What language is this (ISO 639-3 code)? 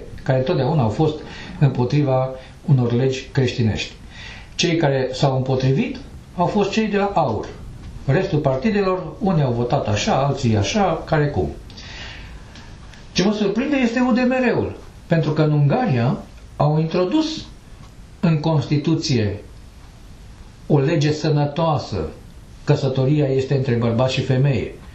ron